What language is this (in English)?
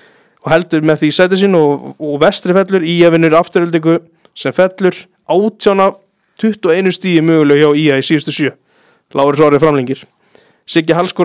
Icelandic